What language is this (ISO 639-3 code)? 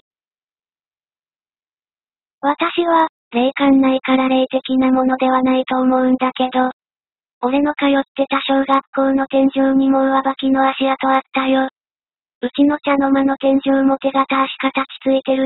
jpn